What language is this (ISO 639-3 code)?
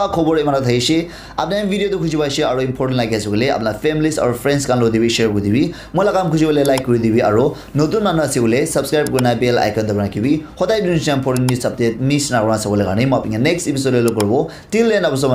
nag